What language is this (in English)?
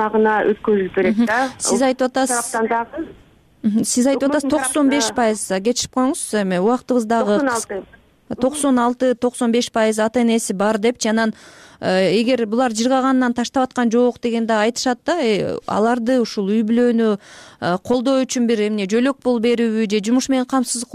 Kyrgyz